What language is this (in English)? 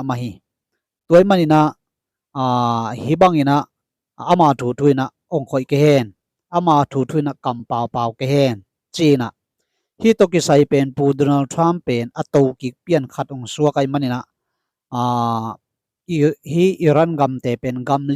Tedim Chin